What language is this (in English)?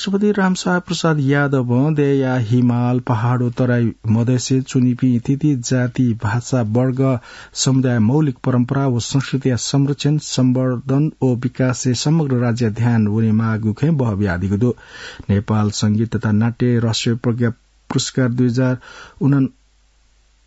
Newari